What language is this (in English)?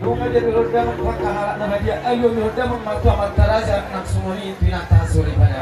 Batak Toba